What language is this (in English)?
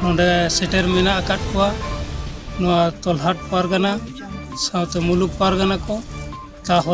Santali